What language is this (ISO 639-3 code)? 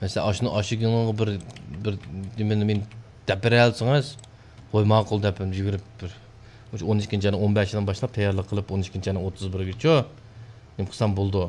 uig